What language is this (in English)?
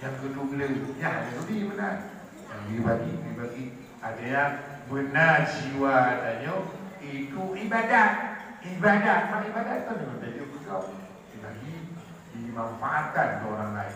Achinese